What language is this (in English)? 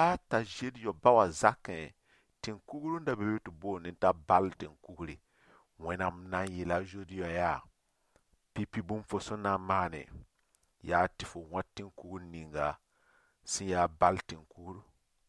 Mossi